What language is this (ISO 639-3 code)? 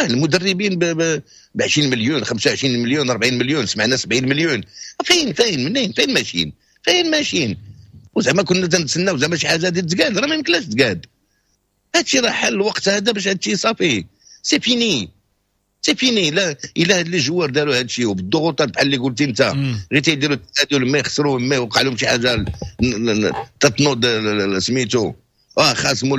ary